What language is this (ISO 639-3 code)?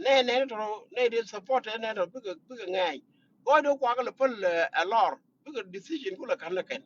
nus